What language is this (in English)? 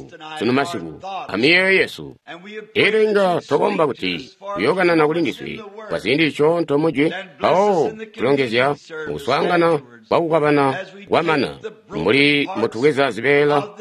Tonga (Zambia)